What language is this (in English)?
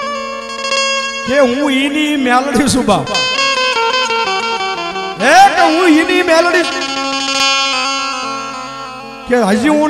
Gujarati